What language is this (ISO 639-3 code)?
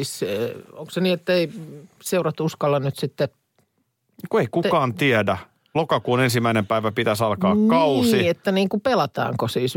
fin